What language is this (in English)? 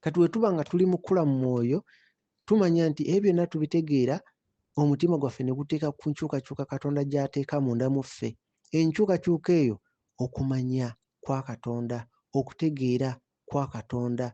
Ganda